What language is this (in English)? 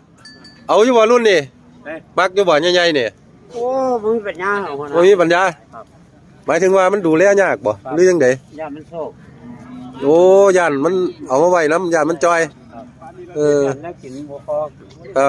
Northeastern Thai